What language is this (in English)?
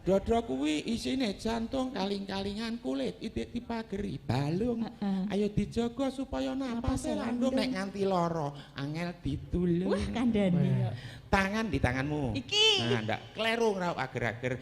Javanese